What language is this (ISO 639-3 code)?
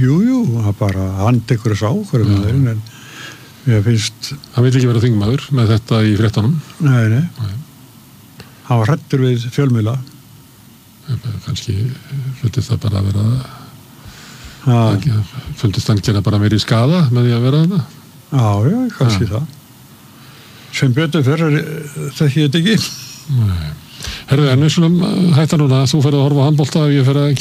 isl